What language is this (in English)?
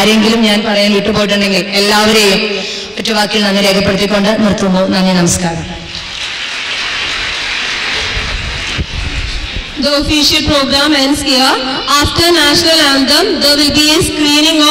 Malayalam